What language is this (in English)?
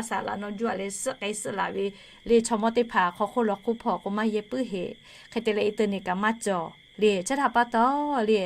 Lahu